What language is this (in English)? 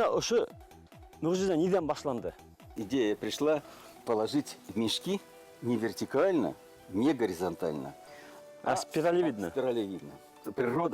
Bashkir